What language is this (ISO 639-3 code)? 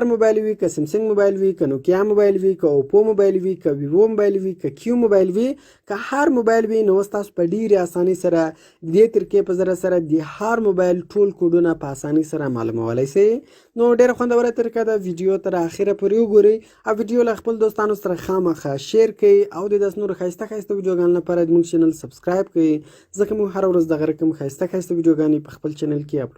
pus